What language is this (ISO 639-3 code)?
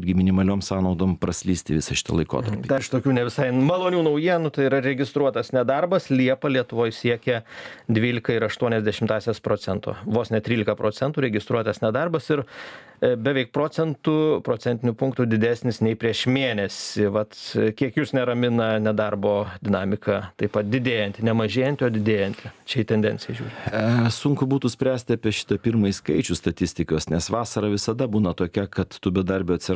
lit